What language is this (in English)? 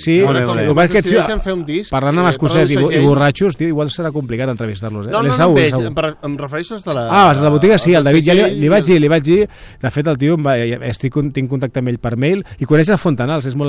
Catalan